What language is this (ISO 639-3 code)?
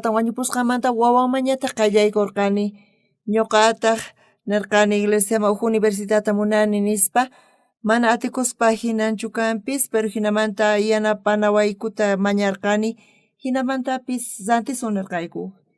quh